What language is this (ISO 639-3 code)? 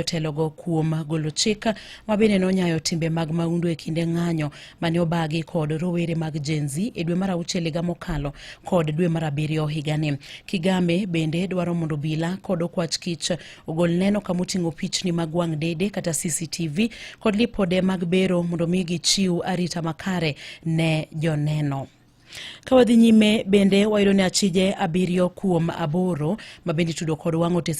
luo